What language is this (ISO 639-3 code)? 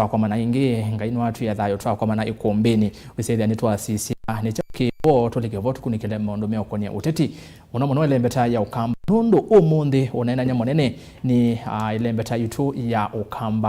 kam